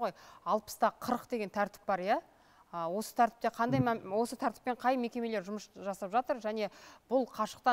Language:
Kazakh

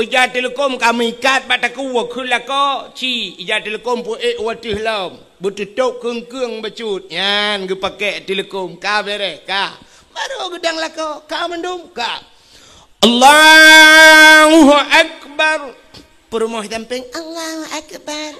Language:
Achinese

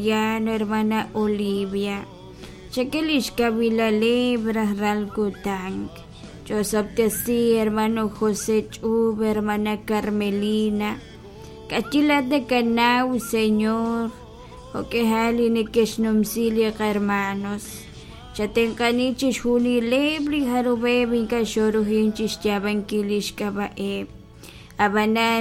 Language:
Kekchí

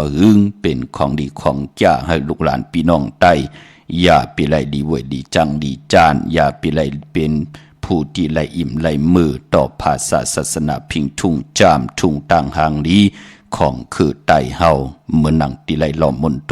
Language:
Shan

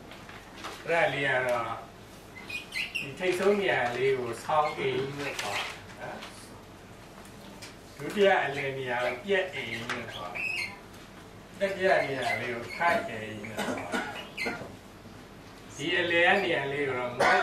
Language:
Burmese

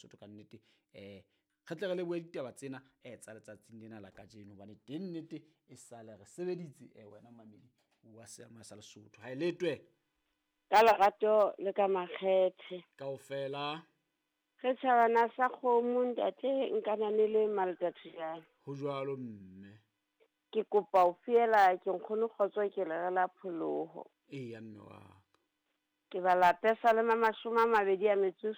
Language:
Southern Sotho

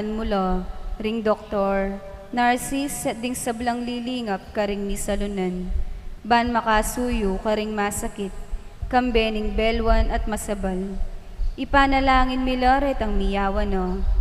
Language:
Pampanga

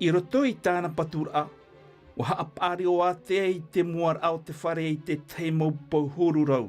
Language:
Tahitian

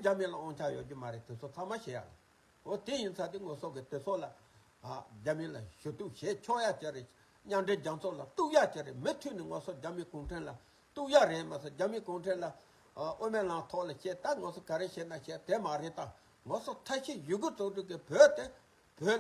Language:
Tibetan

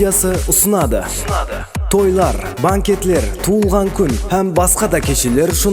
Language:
Kara-Kalpak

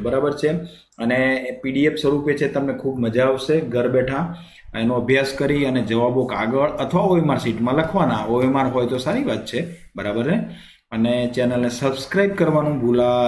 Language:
Gujarati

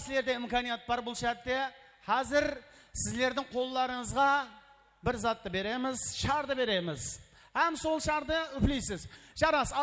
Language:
Kara-Kalpak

